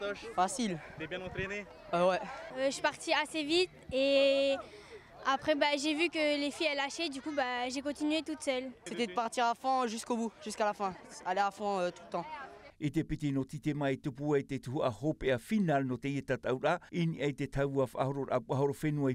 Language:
Tahitian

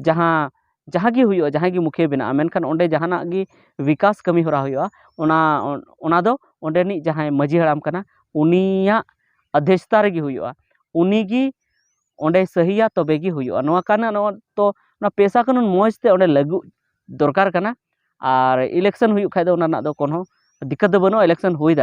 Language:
Santali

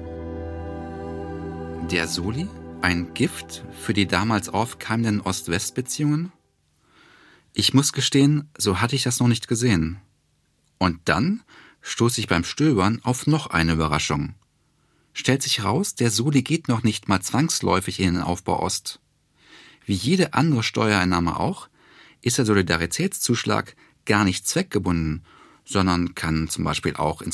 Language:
German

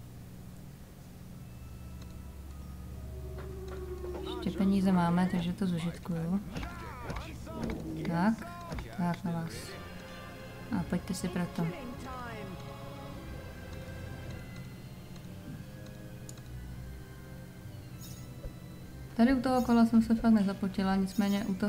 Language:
Czech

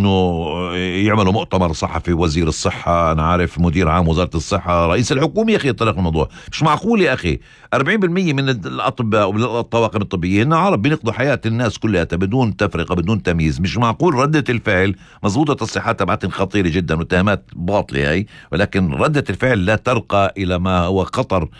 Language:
North Levantine Arabic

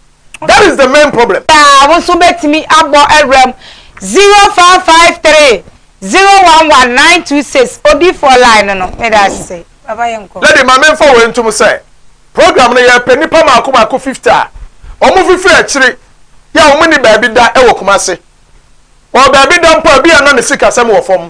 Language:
Akan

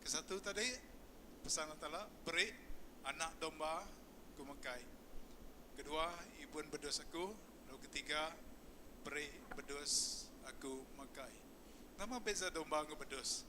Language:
Iban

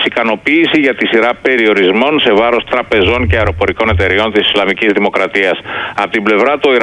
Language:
Greek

